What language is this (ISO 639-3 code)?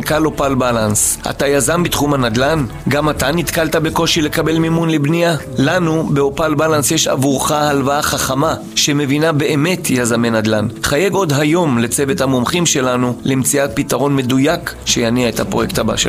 heb